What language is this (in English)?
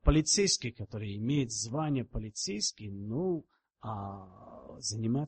Russian